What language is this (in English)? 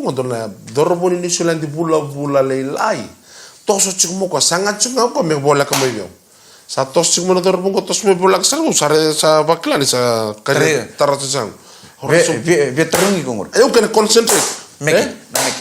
Fijian